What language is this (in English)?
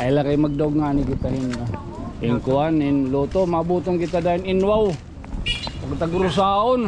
Waray